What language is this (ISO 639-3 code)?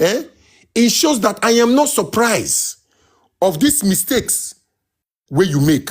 pcm